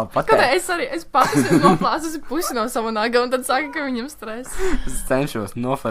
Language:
Latvian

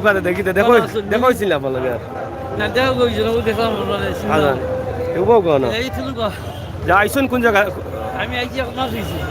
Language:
Sylheti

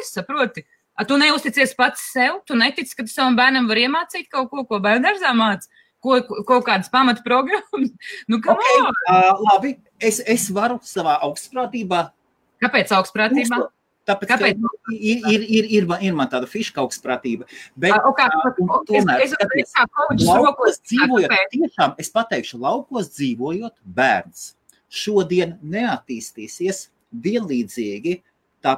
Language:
Latvian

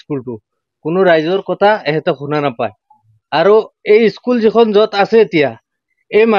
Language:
Assamese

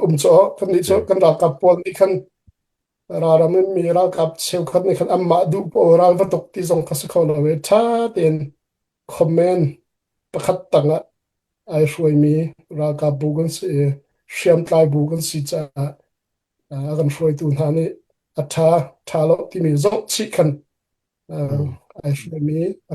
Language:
Hakha Chin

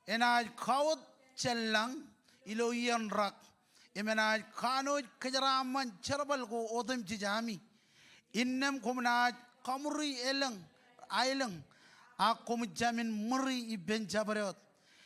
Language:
Marshallese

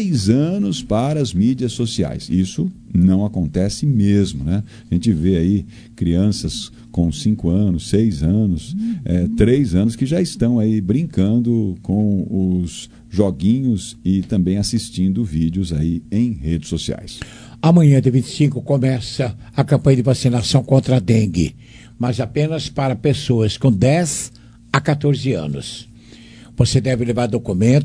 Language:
Portuguese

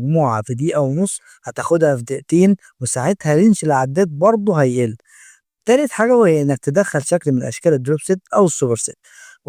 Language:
Egyptian Arabic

